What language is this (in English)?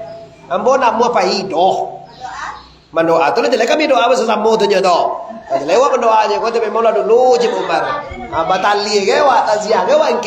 Minangkabau